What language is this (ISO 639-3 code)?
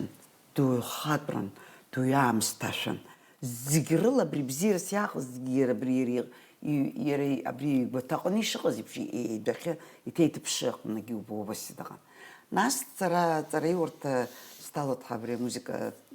abk